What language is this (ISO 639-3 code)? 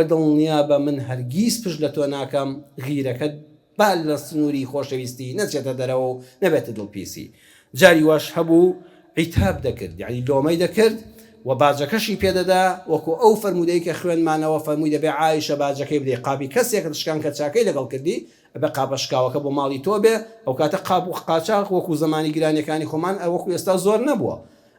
ckb